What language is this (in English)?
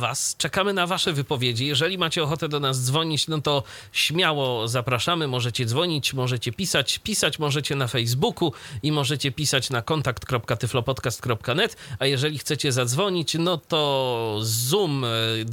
Polish